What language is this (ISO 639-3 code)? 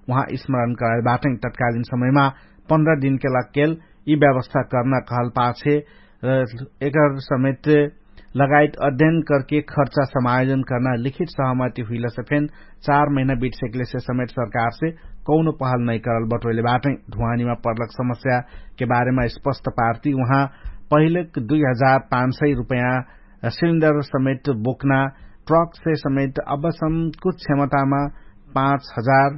thl